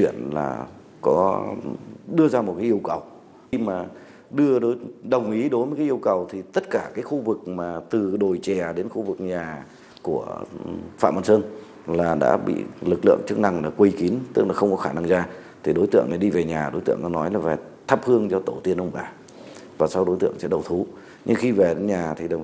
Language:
Vietnamese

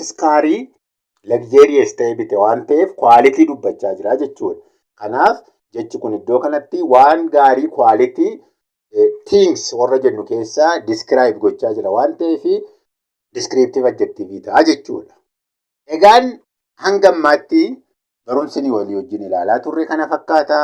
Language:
Oromo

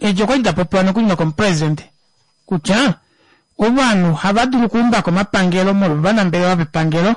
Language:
Kuanyama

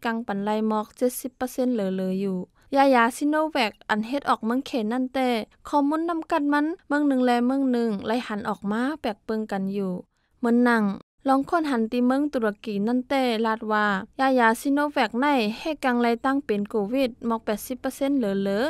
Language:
Shan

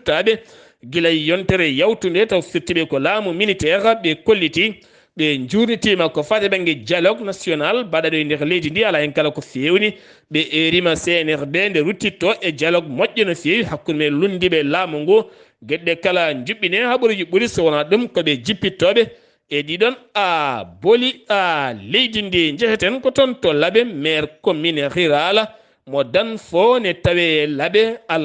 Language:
Fula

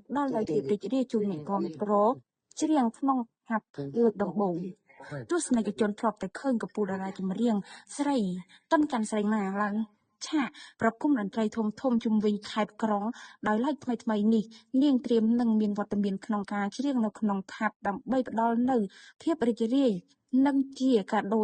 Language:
Khmer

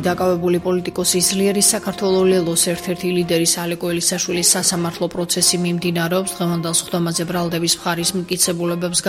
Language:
Georgian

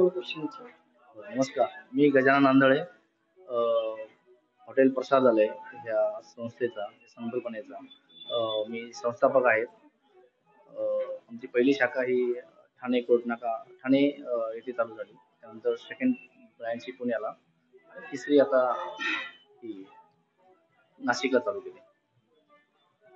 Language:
Marathi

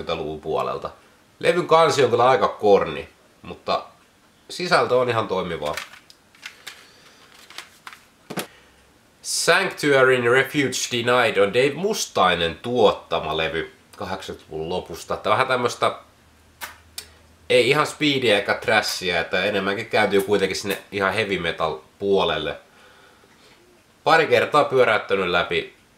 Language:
Finnish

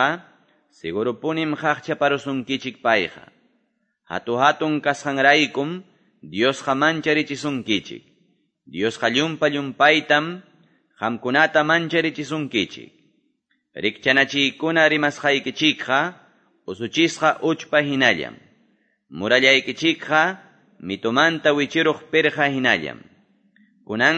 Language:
Quechua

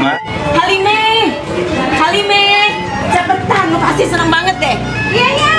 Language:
Betawi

